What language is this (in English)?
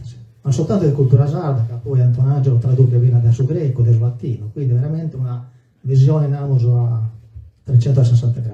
Sardinian